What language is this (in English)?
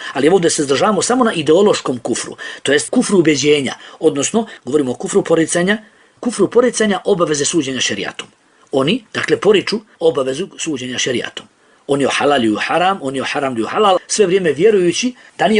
Bosnian